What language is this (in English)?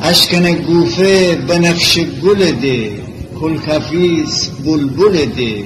Gilaki